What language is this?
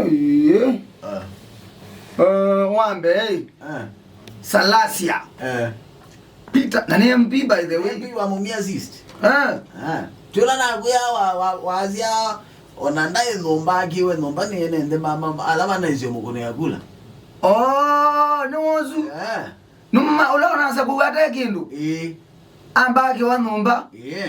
Kamba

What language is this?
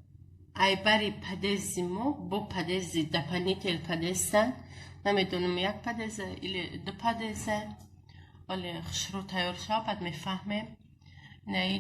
Tajik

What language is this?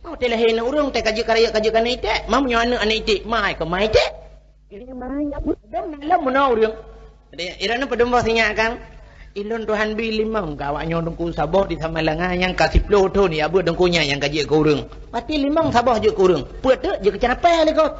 Achinese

